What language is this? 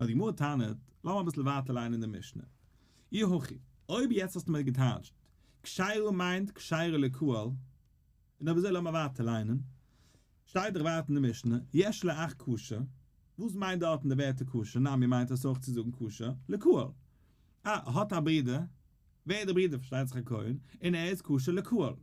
Yiddish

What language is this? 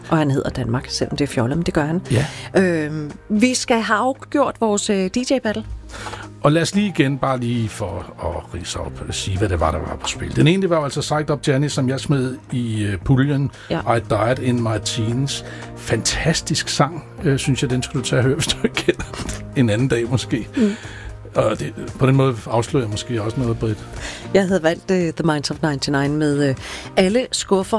Danish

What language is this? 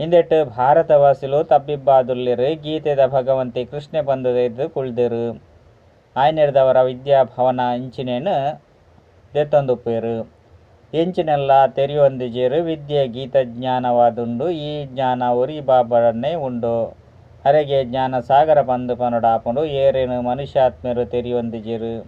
Tulu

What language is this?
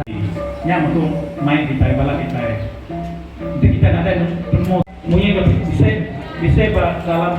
Iban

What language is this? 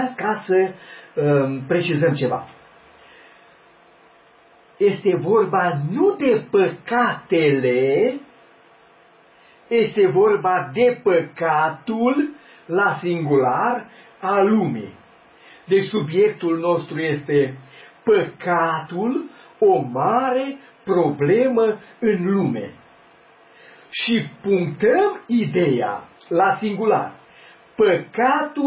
Romanian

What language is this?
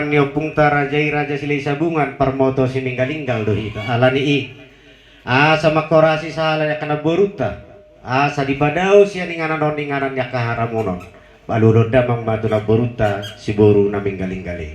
Batak Toba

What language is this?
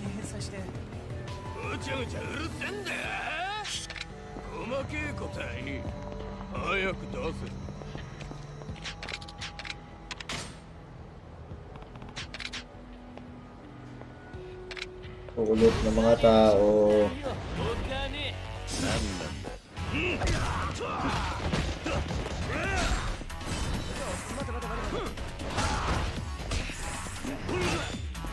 Japanese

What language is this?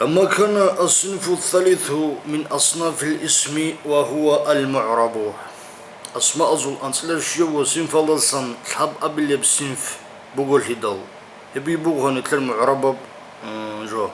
Avaric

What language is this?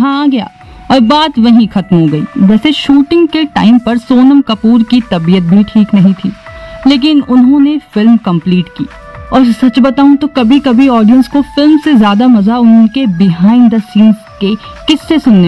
Hindi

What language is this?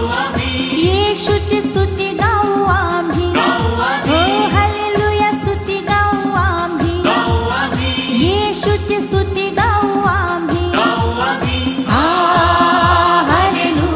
Marathi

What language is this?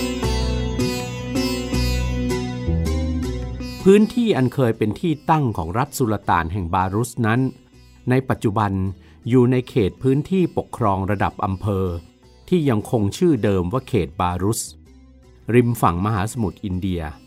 Thai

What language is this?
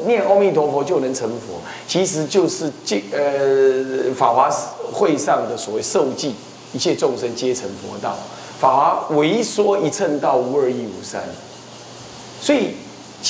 Chinese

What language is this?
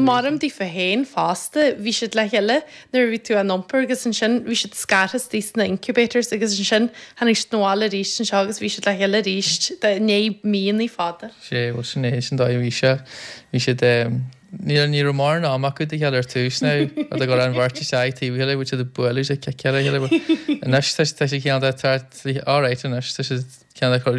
Irish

